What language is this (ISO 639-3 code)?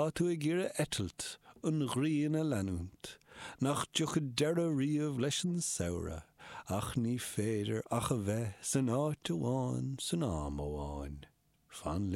gle